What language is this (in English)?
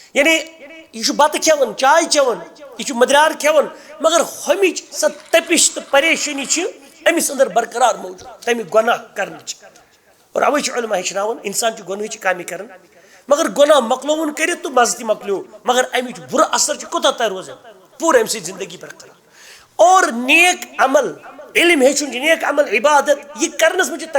Kashmiri